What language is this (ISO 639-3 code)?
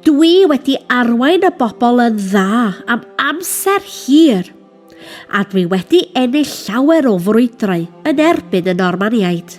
cym